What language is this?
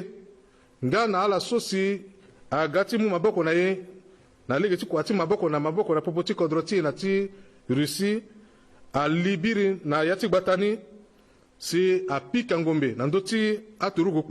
Sango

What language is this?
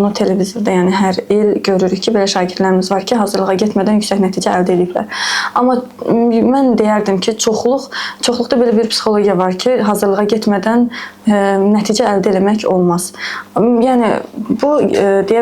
Azerbaijani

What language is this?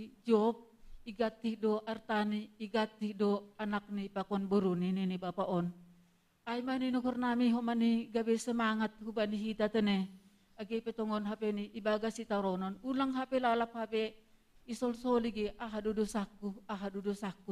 Batak Simalungun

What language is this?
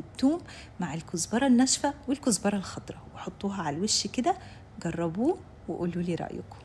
Egyptian Arabic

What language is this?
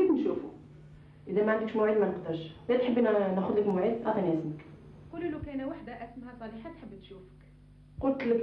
Algerian Arabic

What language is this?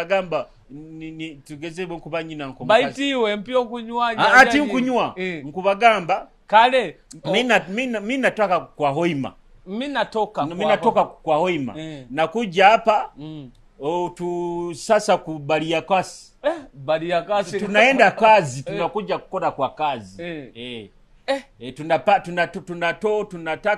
Nyoro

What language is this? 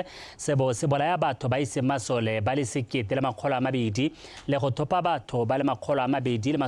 Tswana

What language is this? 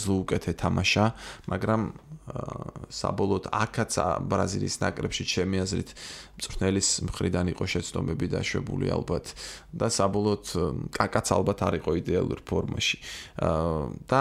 Georgian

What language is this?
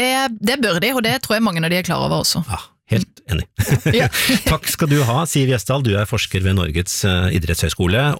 Norwegian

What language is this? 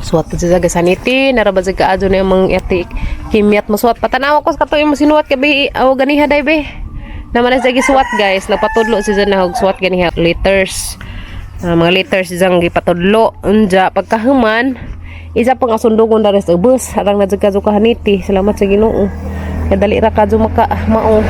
Cebuano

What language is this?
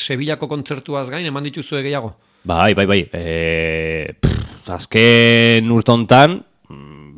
Basque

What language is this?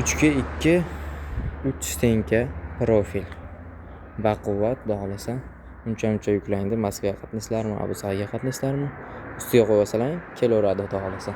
Uzbek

